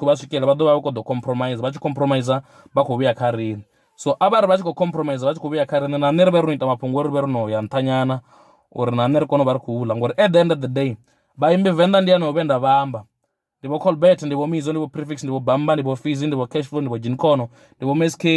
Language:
Venda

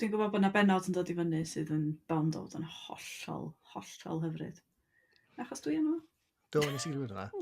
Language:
Welsh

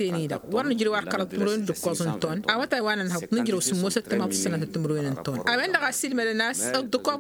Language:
Tamasheq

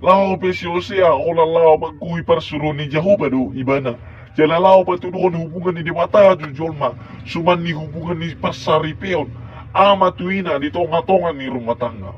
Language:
Batak Toba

